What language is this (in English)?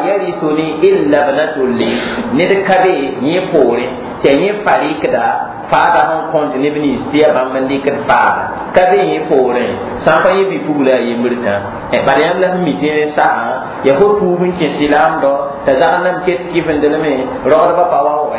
Mossi